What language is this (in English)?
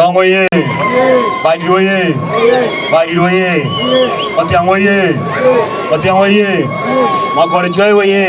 Dinka